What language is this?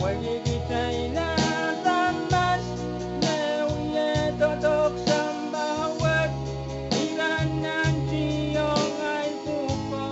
Pohnpeian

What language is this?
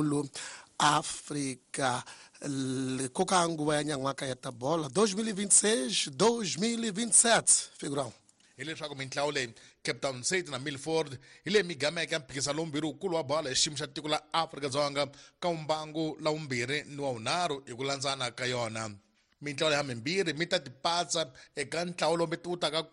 Tsonga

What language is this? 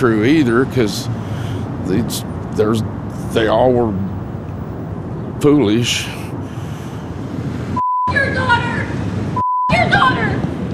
English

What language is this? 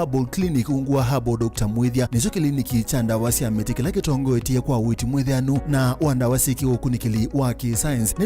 Kamba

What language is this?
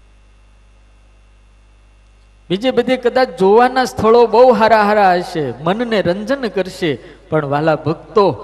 Gujarati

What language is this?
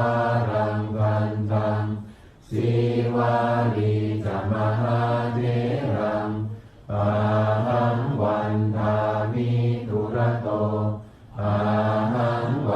Pali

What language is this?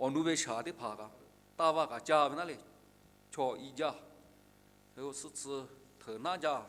Lahu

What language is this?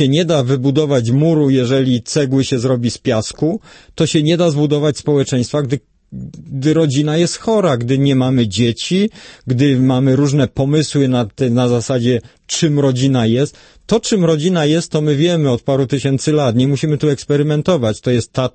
Polish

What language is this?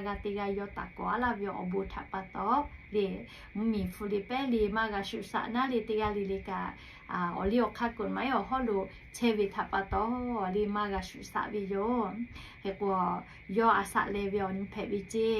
Lahu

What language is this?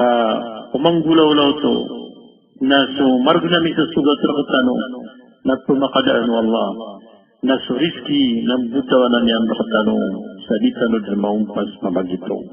Maranao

